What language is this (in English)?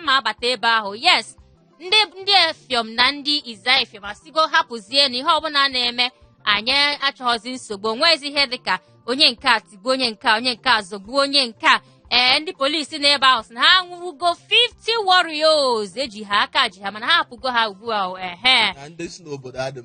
Igbo